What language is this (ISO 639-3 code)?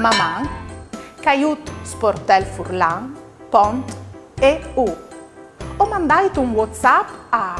fur